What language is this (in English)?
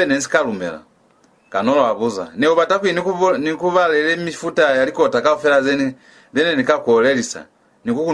Lozi